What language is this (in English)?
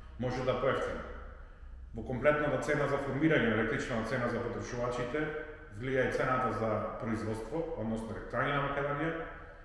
Macedonian